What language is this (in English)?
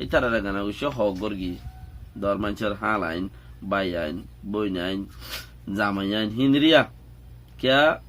Rohingya